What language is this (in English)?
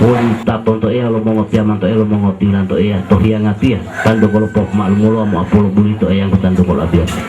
Gorontalo